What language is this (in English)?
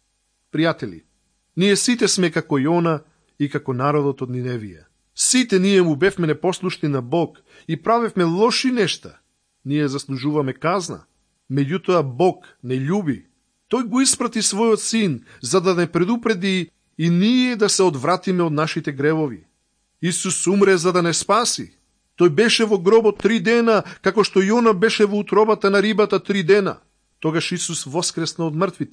Macedonian